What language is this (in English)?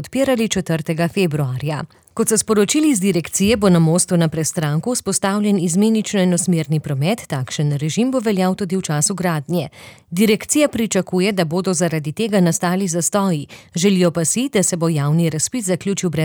Slovenian